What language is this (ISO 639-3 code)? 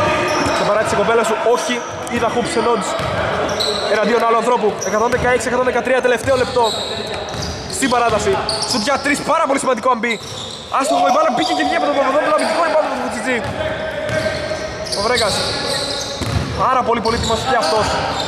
ell